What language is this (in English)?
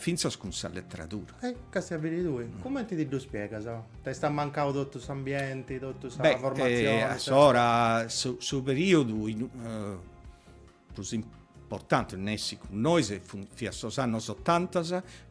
Sardinian